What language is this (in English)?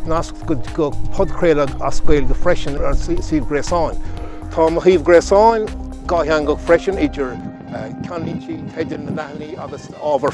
Irish